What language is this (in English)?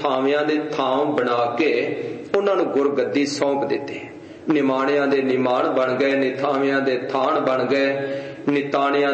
Punjabi